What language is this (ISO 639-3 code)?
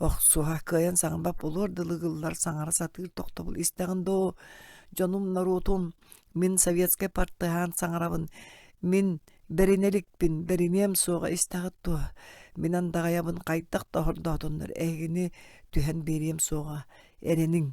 sah